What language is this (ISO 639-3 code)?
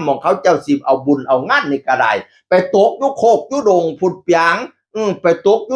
tts